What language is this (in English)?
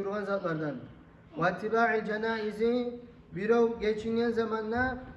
Kumyk